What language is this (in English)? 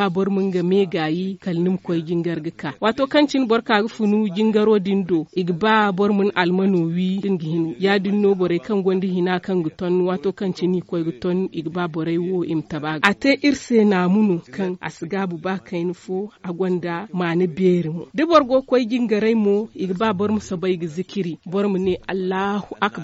Zarma